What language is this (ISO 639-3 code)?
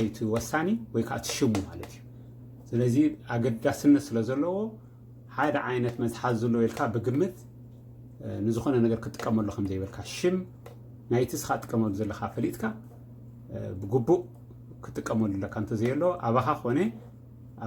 tir